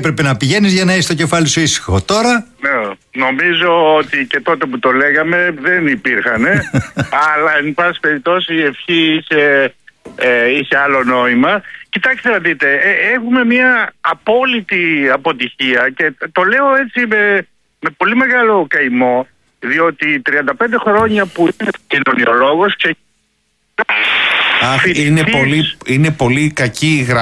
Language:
Greek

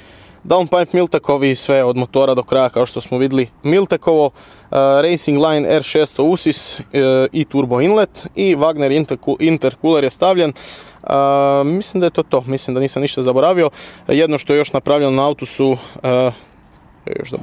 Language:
Croatian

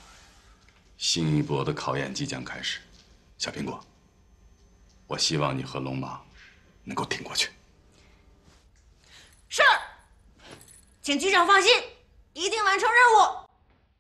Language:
Chinese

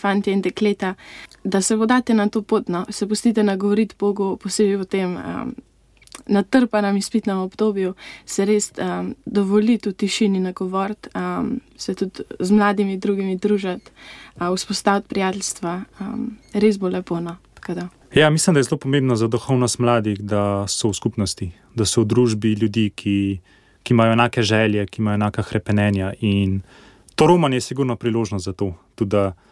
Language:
Slovenian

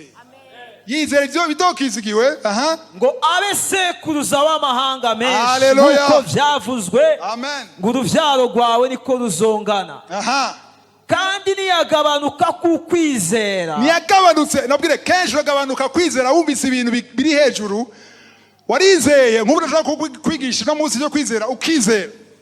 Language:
Rundi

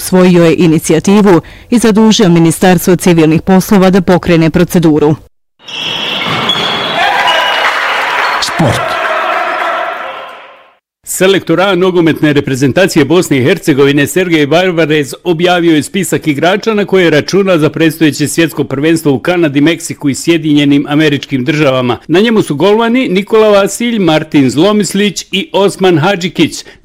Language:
Bosnian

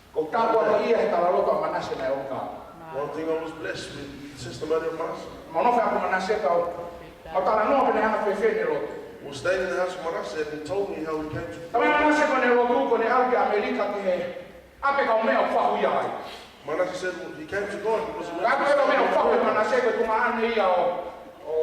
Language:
Tongan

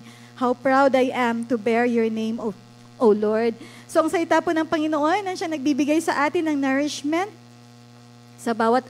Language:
Filipino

